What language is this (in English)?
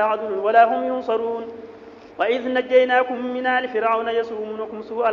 Arabic